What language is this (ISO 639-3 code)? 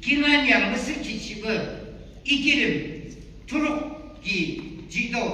yim